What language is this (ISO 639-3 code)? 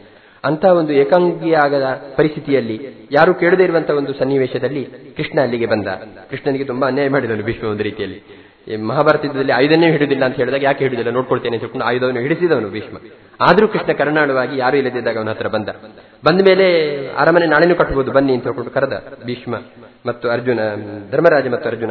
kan